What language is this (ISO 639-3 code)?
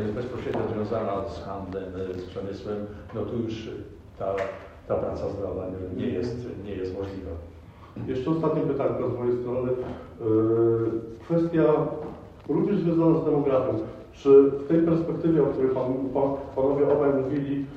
pol